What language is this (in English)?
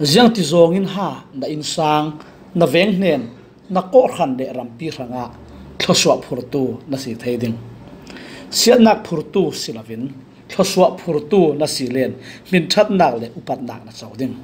Falam Chin